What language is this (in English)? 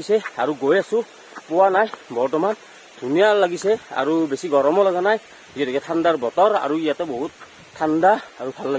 Assamese